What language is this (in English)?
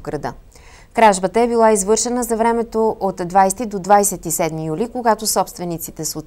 Bulgarian